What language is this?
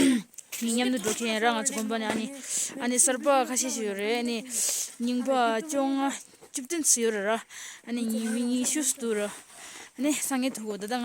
Tibetan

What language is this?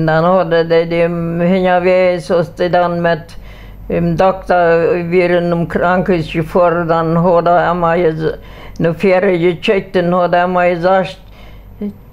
Plautdietsch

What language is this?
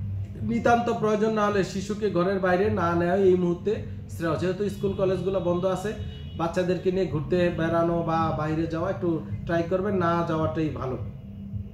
Bangla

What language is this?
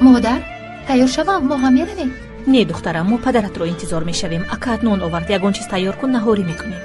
Tajik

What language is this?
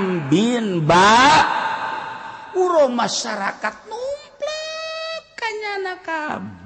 Sundanese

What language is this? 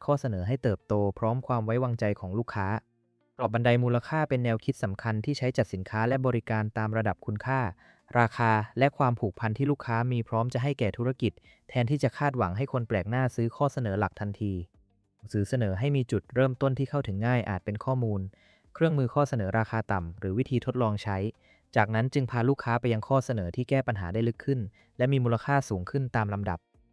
Thai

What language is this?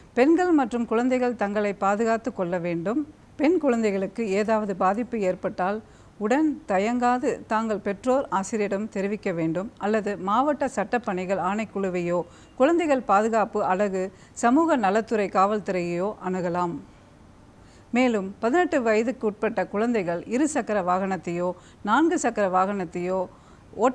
Tamil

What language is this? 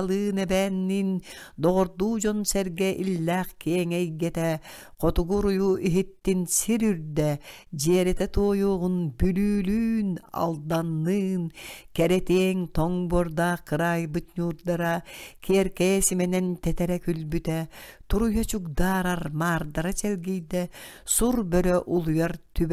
Yakut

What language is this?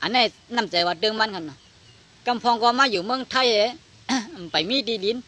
Shan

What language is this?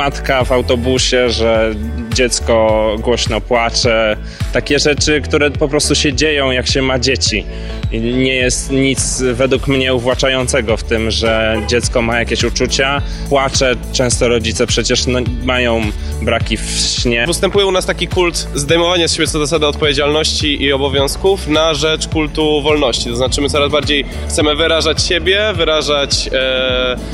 Polish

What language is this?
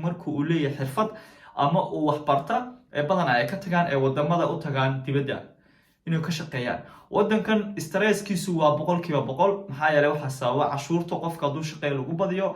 Somali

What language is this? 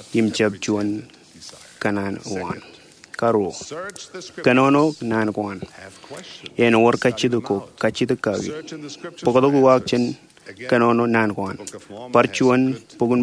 Marshallese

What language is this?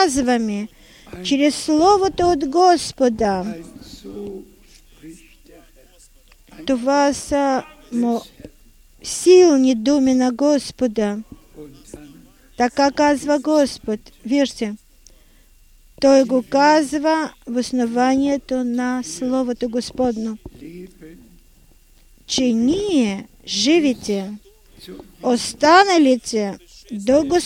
Bulgarian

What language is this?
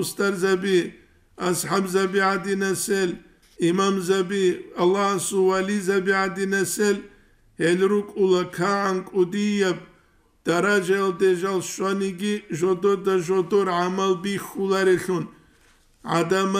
Avaric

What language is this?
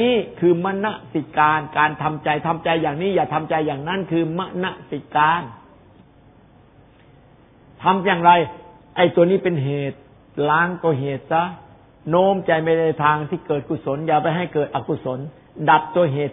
Thai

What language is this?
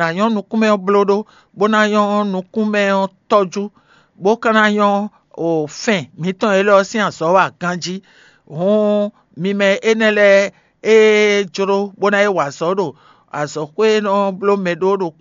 Fon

